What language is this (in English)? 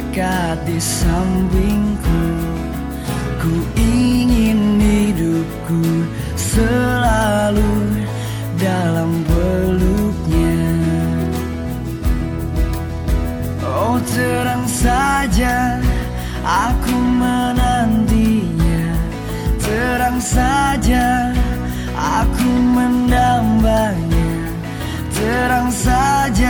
Indonesian